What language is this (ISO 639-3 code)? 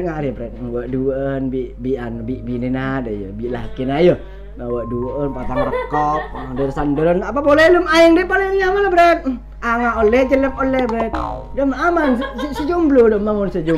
mad